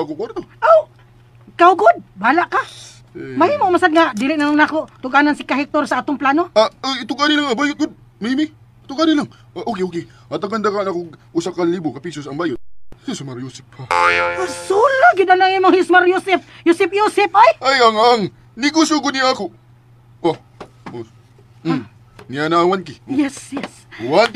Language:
Cebuano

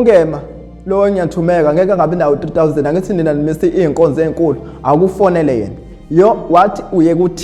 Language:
Zulu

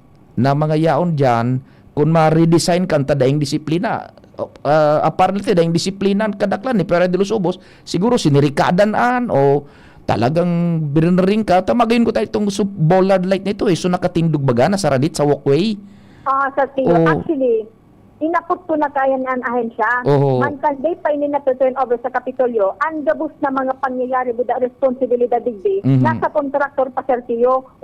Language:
Bikol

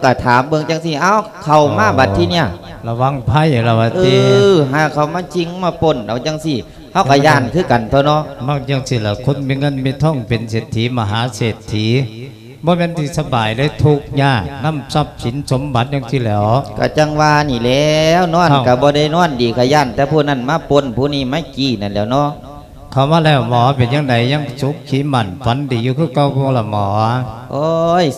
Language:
Lao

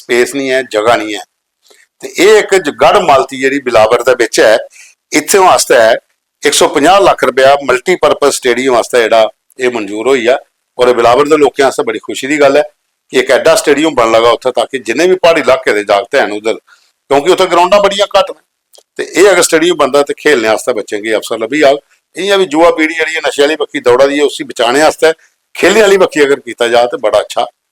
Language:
Dogri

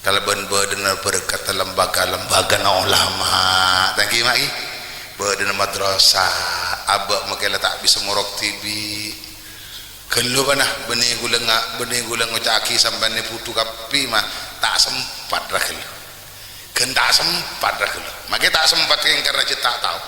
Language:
Madurese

